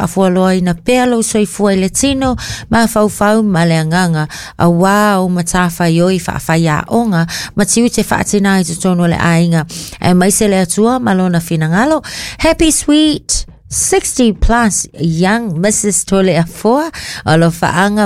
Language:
Samoan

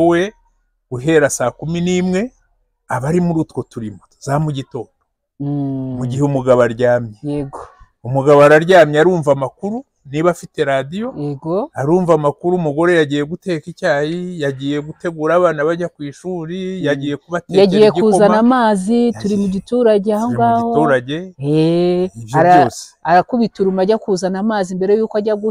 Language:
Kinyarwanda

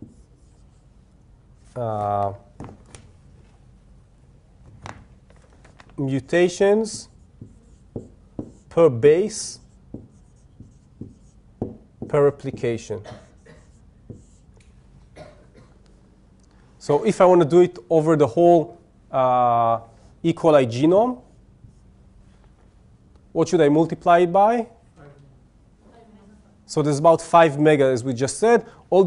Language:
English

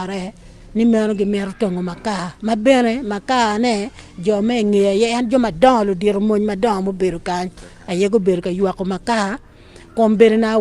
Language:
Acoli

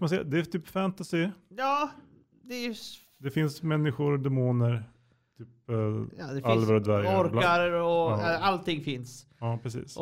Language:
Swedish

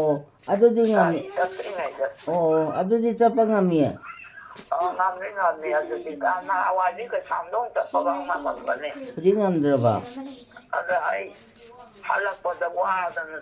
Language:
Manipuri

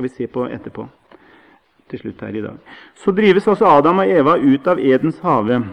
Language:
Norwegian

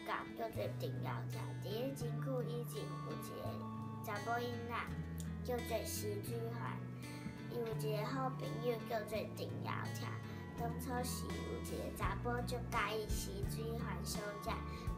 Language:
Min Nan Chinese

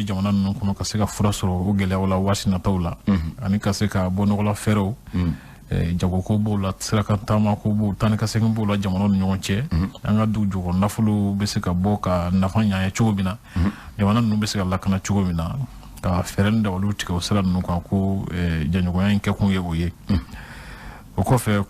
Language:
Bambara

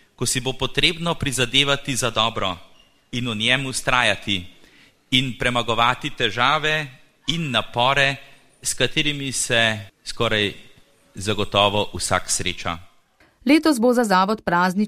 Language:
Slovenian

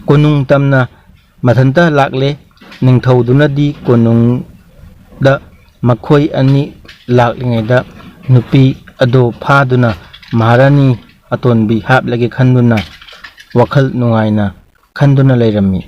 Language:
Manipuri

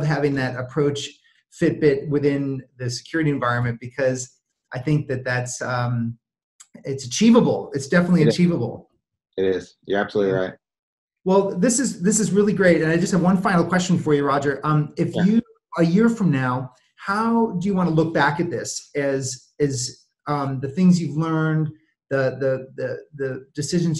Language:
English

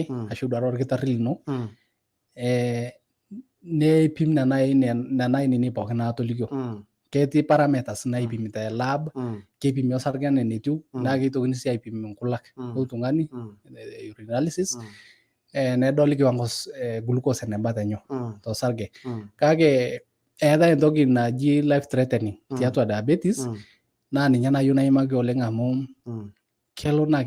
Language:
Masai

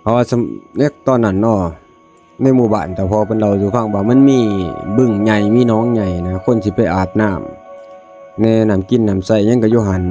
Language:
Northeastern Thai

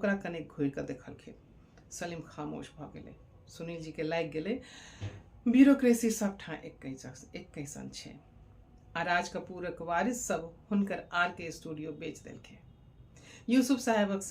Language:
Maithili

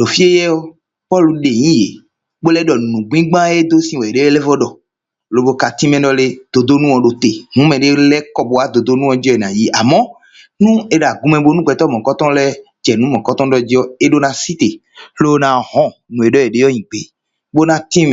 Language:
Fon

